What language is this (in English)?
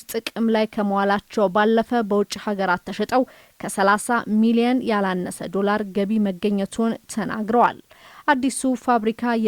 Amharic